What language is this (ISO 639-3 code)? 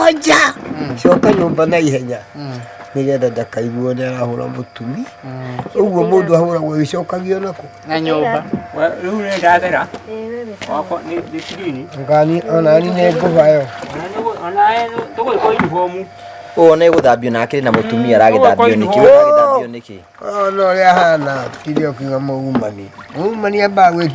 kik